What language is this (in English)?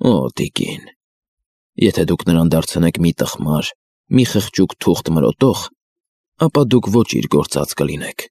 Armenian